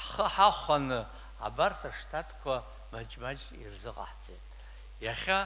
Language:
Abkhazian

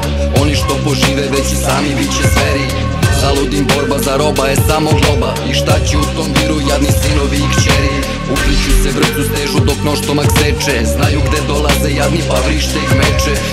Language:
Serbian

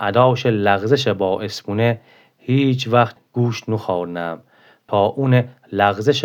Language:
Gilaki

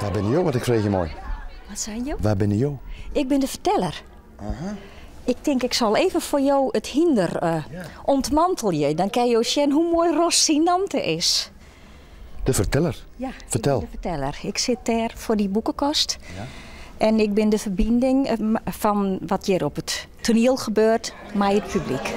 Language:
Western Frisian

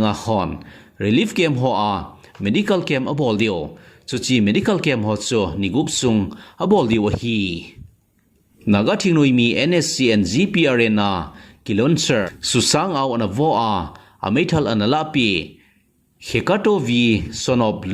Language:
Thado Chin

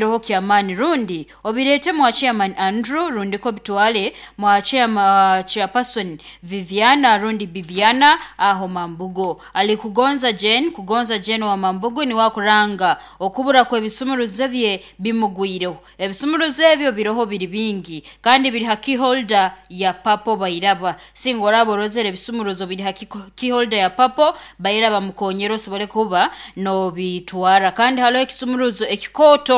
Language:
Nyoro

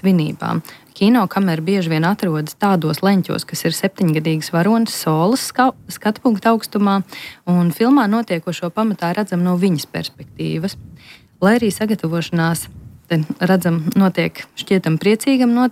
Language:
Latvian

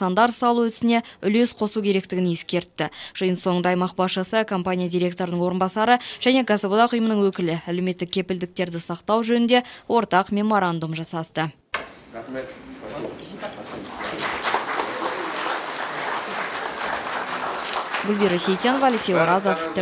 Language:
Kazakh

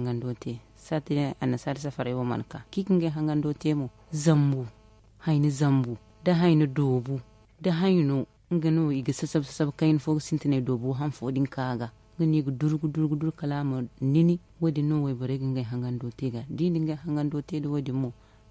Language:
Zarma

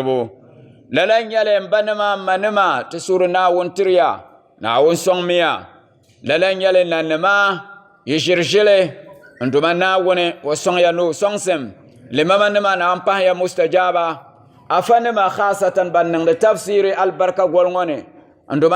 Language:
Dagbani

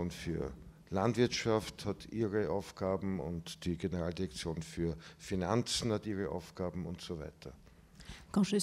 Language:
French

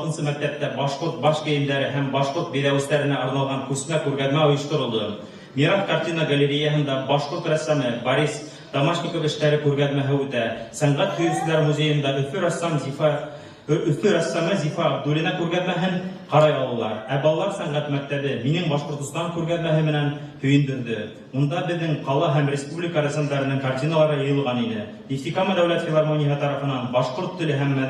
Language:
Bashkir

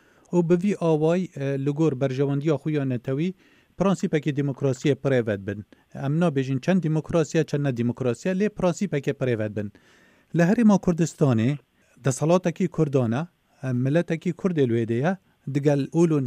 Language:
Kurdish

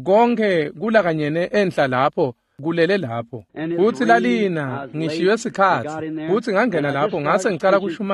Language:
Swati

